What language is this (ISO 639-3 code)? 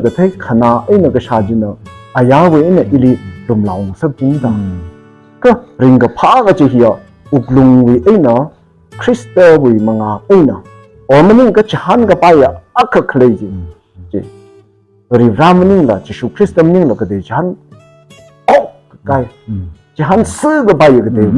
nmf